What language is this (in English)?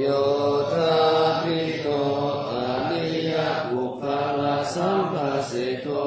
Pali